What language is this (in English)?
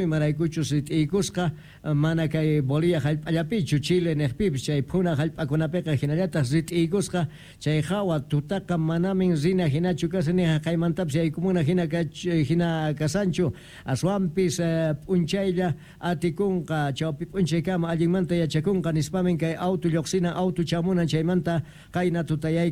South Bolivian Quechua